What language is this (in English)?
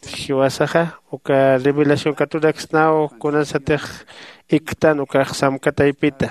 Aymara